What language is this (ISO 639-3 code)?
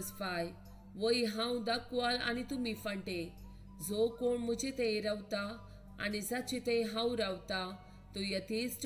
kok